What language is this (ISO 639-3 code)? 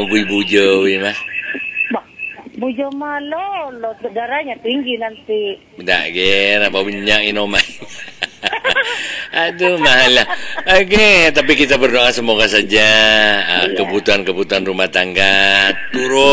ind